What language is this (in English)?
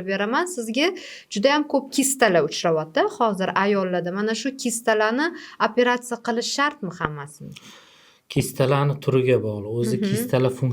Uzbek